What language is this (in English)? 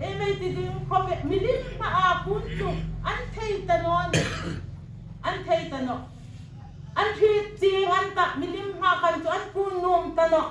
Hmar